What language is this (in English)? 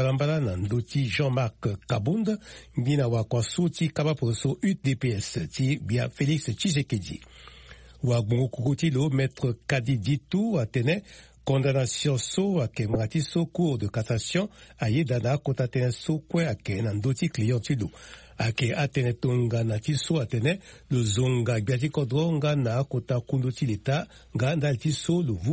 Sango